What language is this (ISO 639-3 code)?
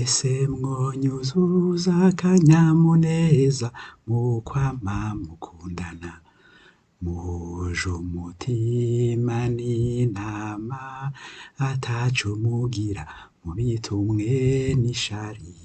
run